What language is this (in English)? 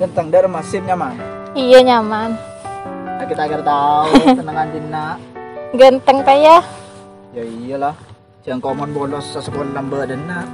Madurese